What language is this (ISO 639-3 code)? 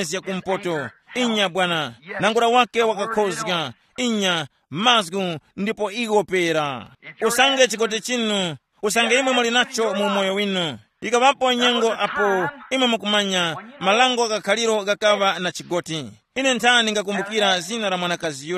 tum